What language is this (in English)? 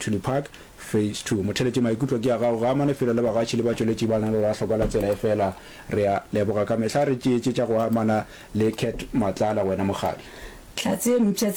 Northern Sotho